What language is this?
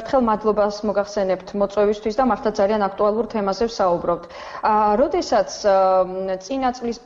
Georgian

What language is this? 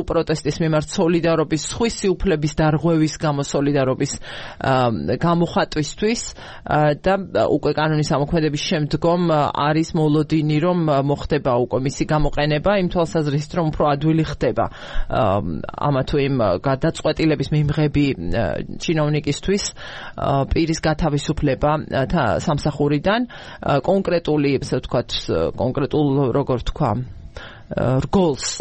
Georgian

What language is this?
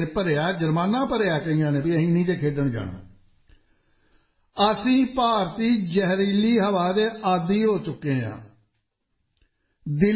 Punjabi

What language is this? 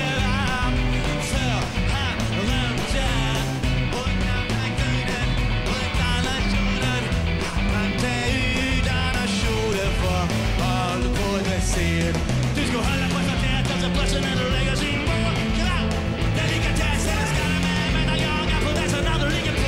Norwegian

